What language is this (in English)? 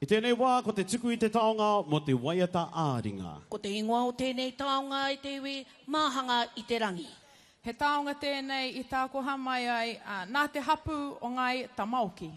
Māori